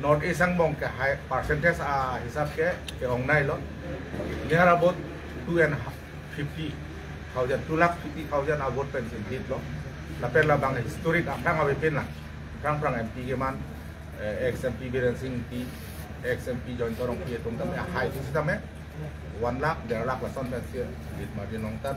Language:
Karbi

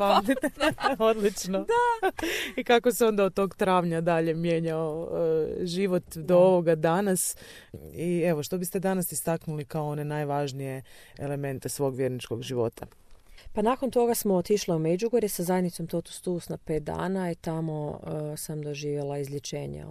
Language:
Croatian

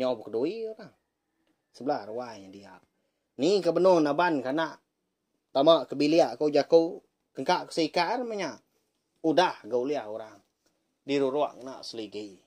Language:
Iban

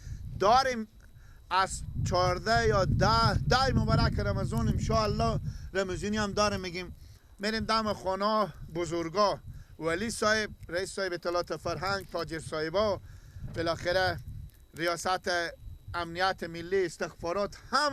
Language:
Persian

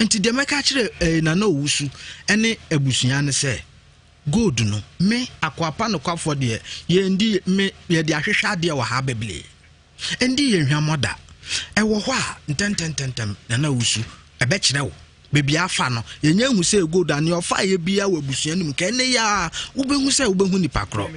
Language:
Akan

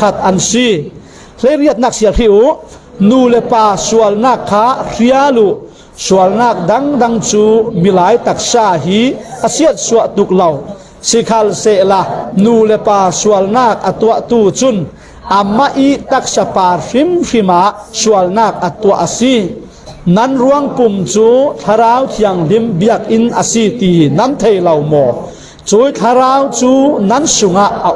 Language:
Falam Chin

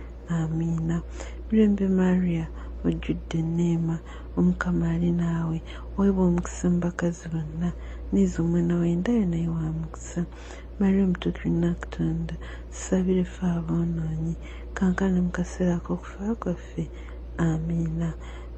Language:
Ganda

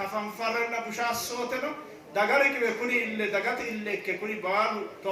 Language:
Sidamo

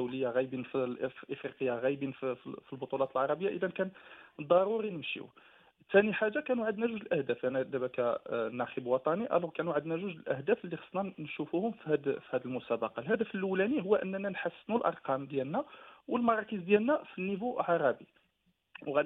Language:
Moroccan Arabic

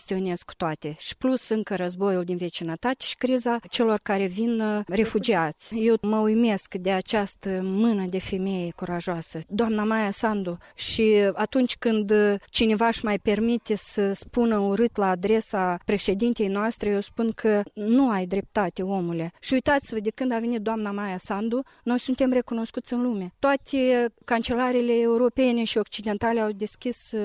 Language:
Romanian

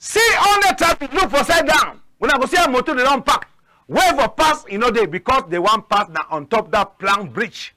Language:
Cameroon Pidgin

